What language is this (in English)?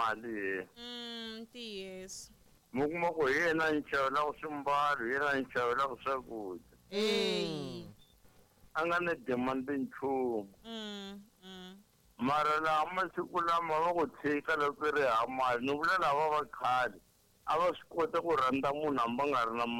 Tsonga